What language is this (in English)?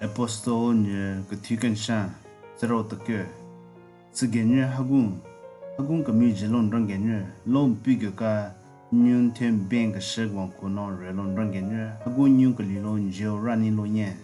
Southern Rengma Naga